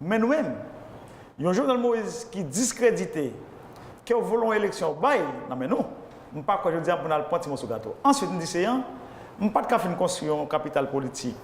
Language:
Haitian Creole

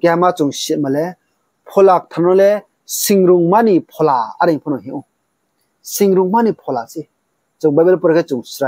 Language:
Riang (India)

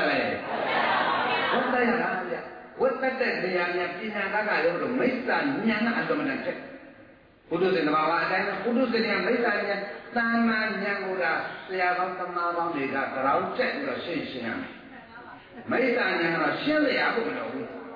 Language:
Burmese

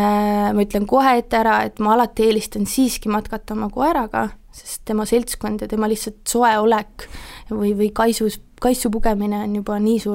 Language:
Estonian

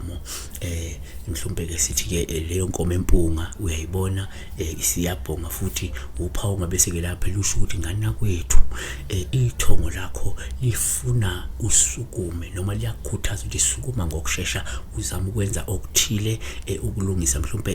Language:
Zulu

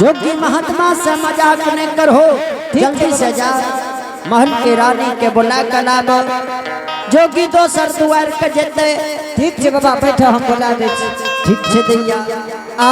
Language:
Angika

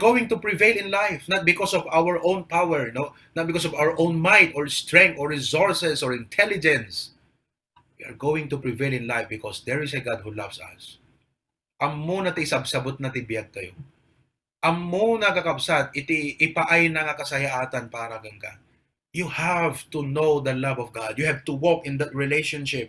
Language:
Iloko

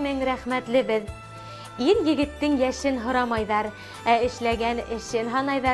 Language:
Bashkir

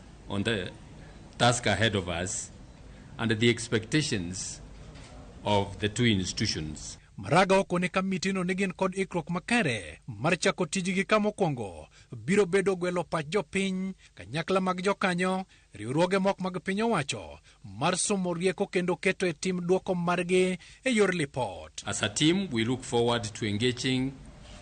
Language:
Luo (Kenya and Tanzania)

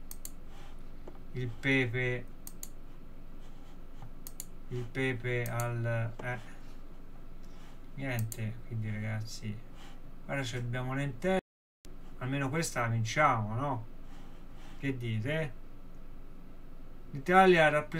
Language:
Italian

